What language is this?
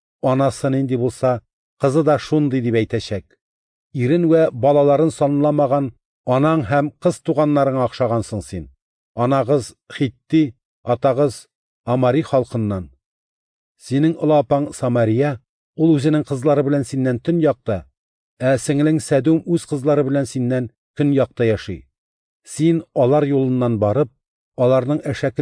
Tatar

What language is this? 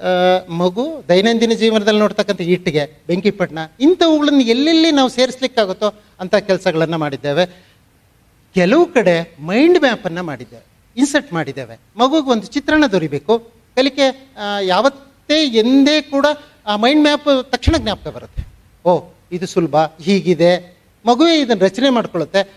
Kannada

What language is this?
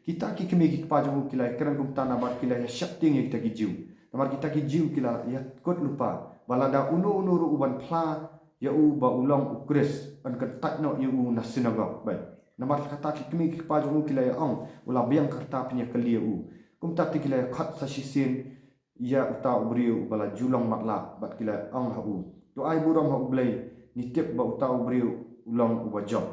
Khasi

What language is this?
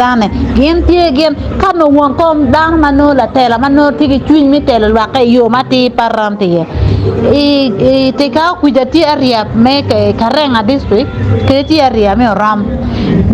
Acoli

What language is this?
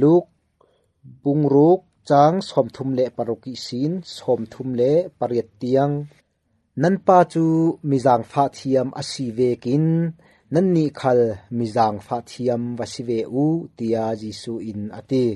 Falam Chin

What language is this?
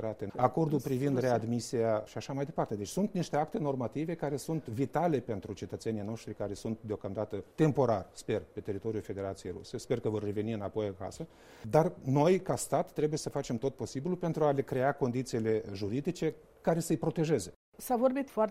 Romanian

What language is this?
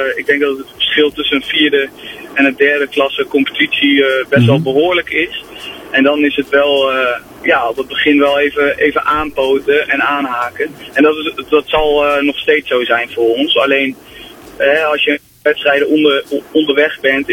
Dutch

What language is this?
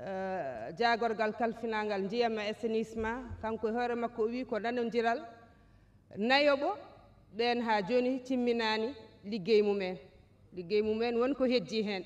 Fula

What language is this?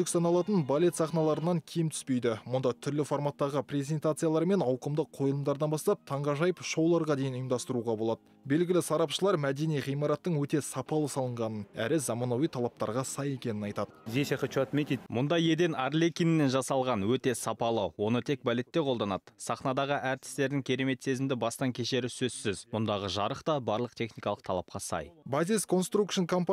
Kazakh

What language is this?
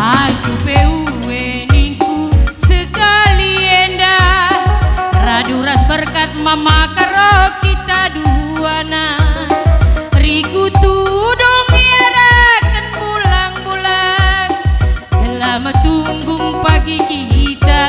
Batak Karo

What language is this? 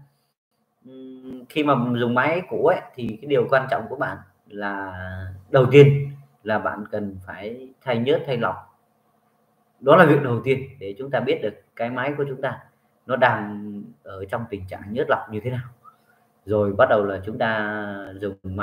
Vietnamese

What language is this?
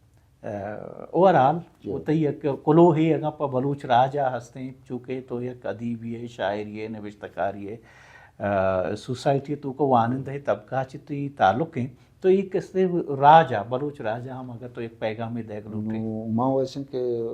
Baluchi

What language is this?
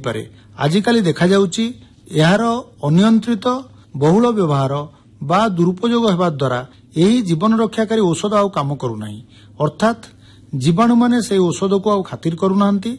Odia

